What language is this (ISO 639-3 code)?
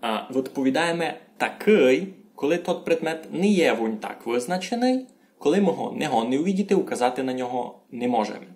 rue